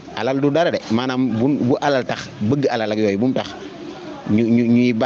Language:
Wolof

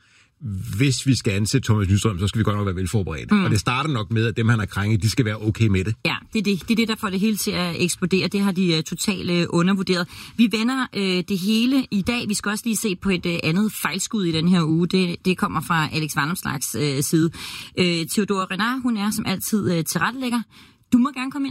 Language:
Danish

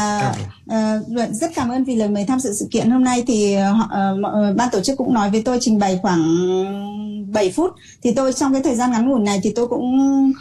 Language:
Vietnamese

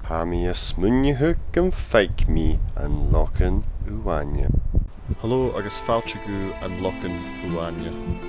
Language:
Scottish Gaelic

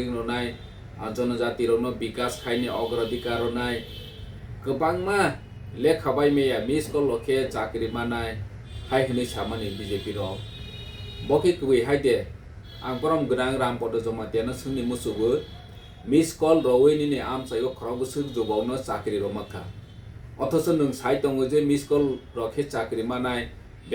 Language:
Kok Borok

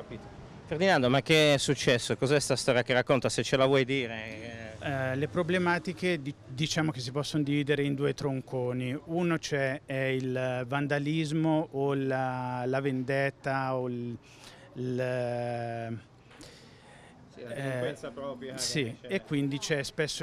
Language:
Italian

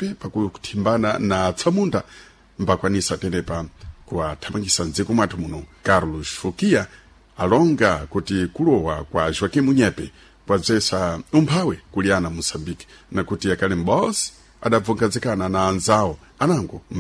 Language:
Sena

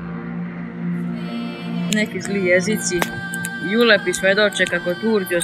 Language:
Serbian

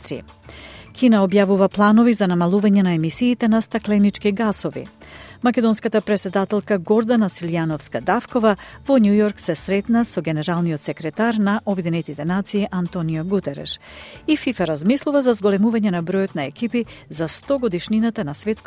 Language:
Macedonian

